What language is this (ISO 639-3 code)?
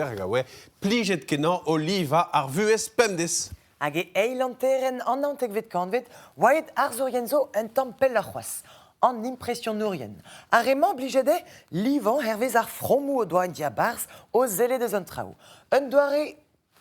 bre